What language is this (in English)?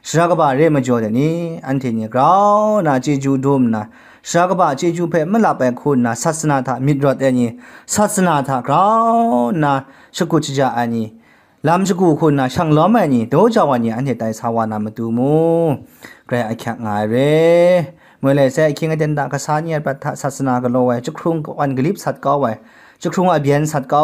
Kachin